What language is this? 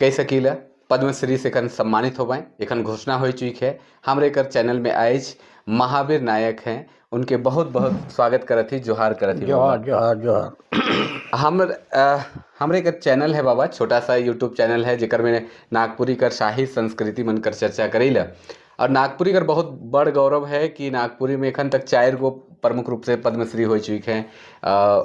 Sadri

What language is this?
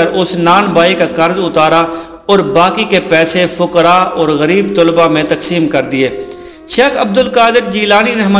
Urdu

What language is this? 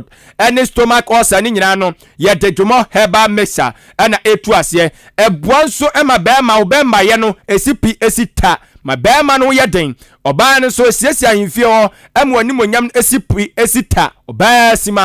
Akan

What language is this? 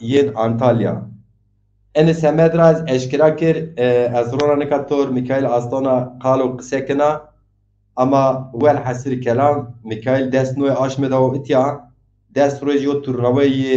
Zaza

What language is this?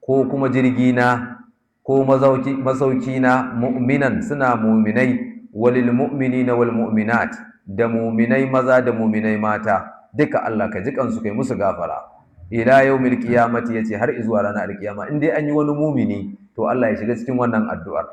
Hausa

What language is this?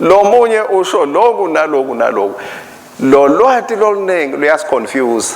Swati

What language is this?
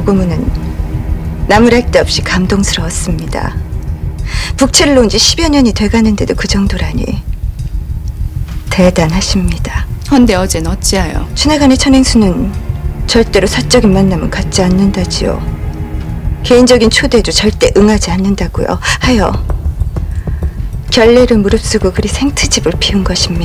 Korean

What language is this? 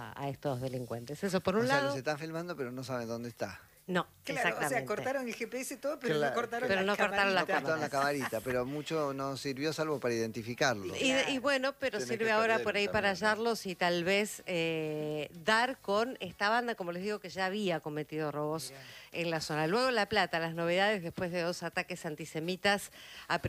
Spanish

